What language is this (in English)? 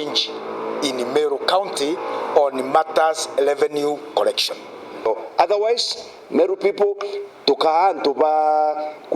Meru